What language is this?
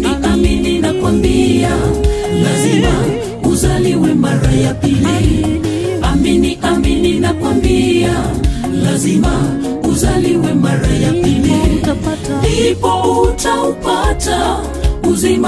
Swahili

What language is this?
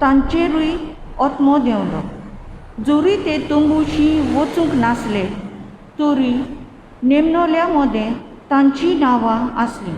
Konkani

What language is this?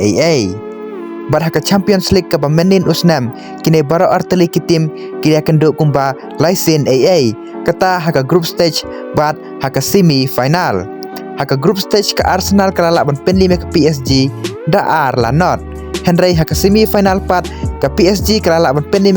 Khasi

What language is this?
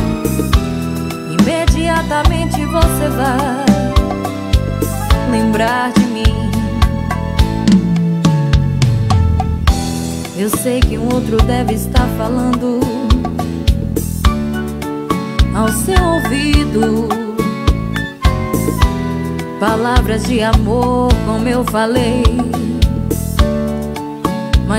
Portuguese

